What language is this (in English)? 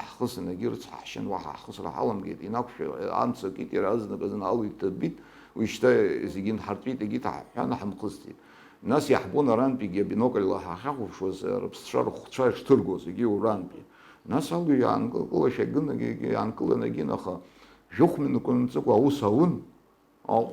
Abkhazian